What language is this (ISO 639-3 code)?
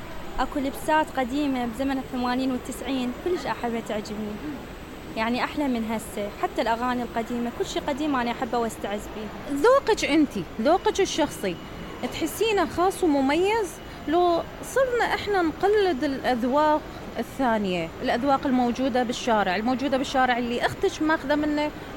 acm